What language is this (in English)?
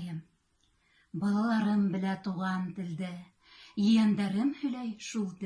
Bashkir